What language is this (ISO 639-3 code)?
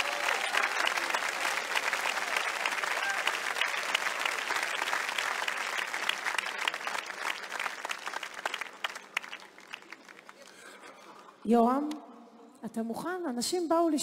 heb